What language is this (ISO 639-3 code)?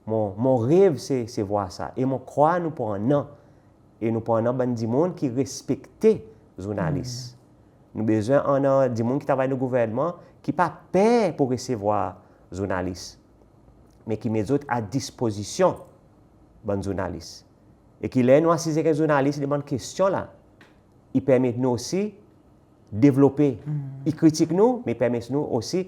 crs